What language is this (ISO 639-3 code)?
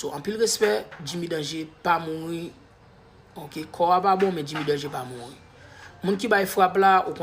hat